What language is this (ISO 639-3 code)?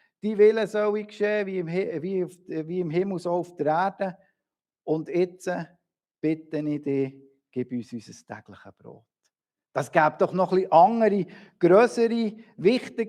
gsw